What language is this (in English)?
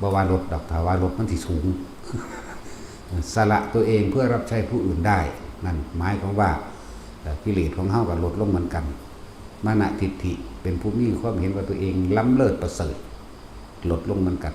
Lao